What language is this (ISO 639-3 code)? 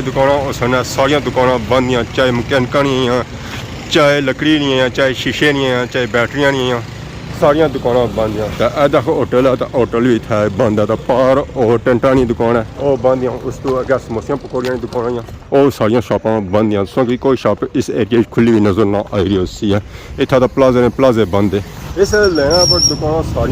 phr